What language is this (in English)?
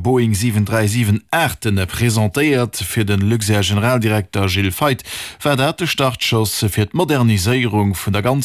Luxembourgish